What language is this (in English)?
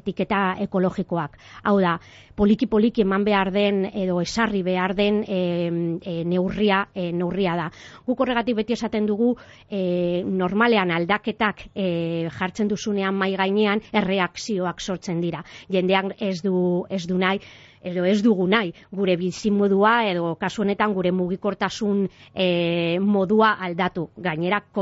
Basque